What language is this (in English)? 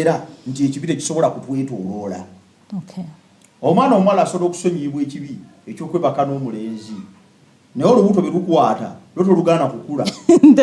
Ganda